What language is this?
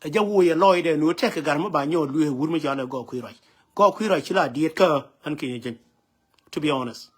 Nuer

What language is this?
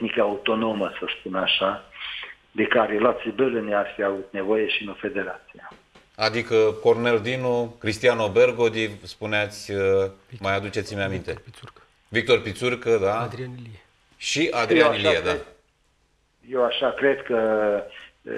Romanian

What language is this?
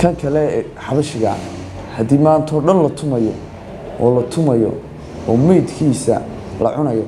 Somali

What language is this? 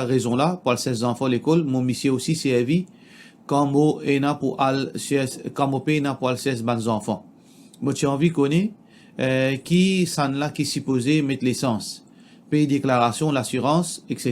Morisyen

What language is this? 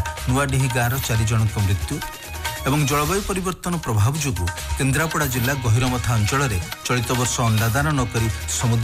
Odia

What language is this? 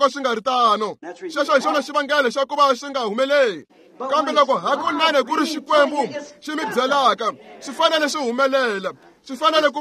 Tsonga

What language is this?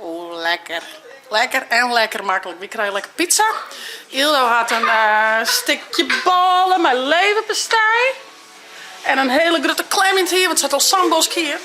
Western Frisian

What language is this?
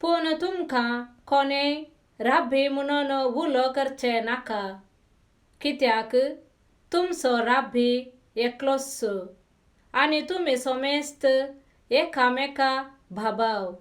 Konkani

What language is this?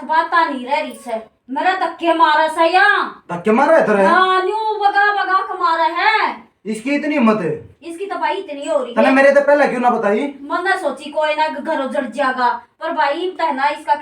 Haryanvi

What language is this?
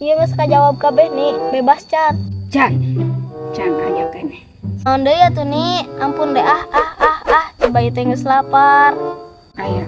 Sundanese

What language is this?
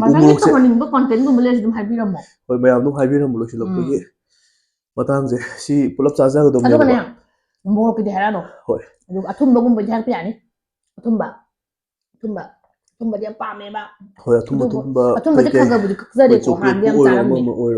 Manipuri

